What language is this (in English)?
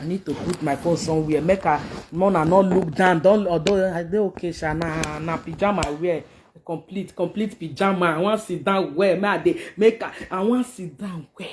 Nigerian Pidgin